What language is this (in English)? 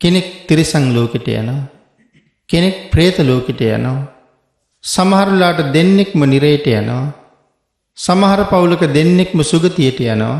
Sinhala